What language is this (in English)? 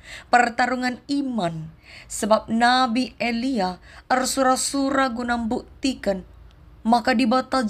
Batak Karo